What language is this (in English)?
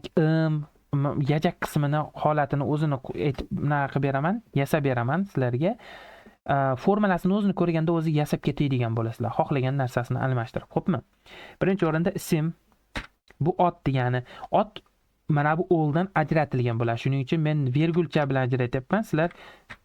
Uzbek